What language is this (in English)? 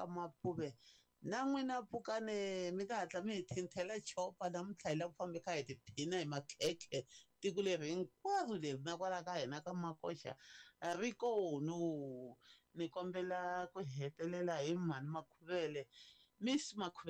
Tsonga